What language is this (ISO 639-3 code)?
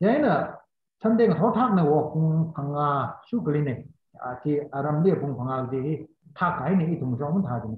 nmf